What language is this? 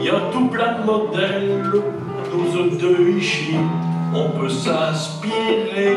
Picard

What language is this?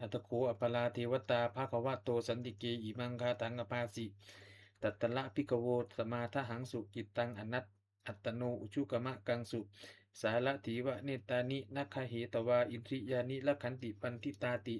Pali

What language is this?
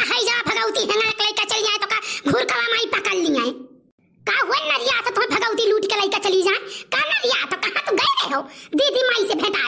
Awadhi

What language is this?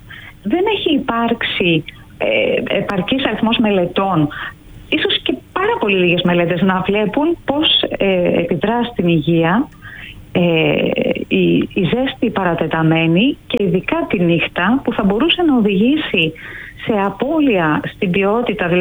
Greek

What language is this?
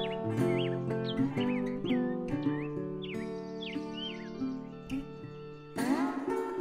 Bulgarian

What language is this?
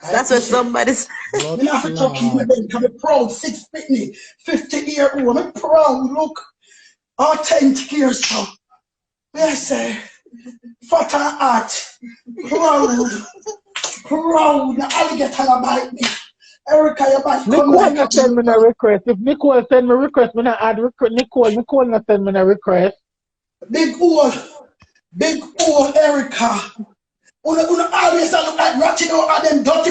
Jamaican Creole English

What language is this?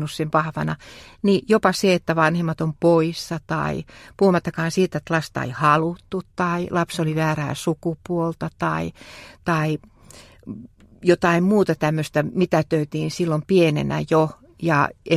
Finnish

